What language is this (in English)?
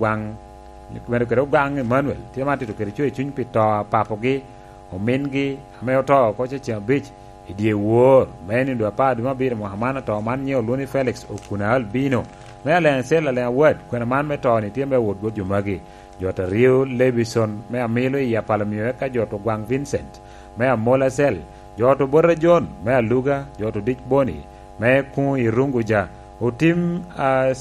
Lango (Uganda)